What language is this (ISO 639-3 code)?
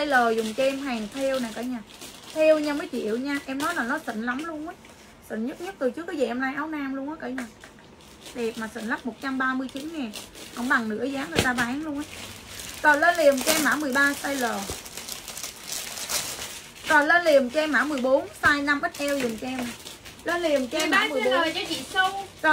vie